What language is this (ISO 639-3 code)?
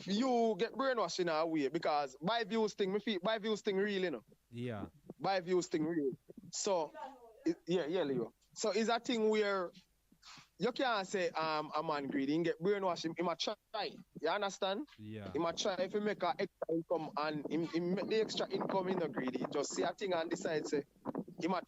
jam